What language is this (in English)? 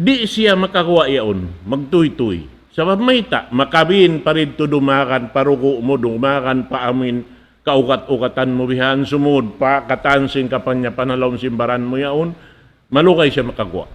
Tausug